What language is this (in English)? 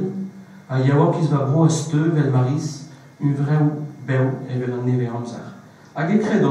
Breton